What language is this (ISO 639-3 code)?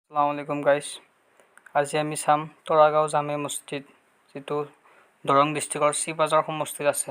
asm